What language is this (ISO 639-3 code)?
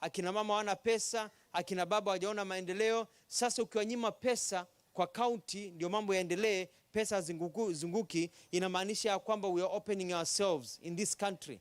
kam